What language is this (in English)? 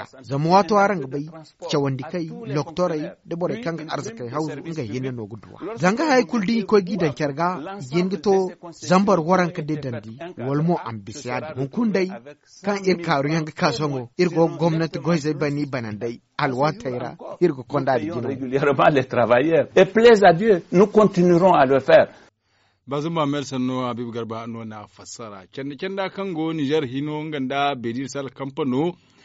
Zarma